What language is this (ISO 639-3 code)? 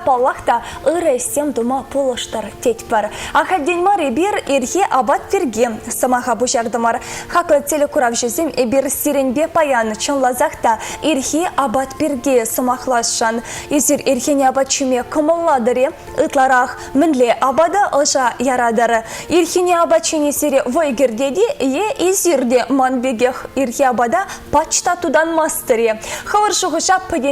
chv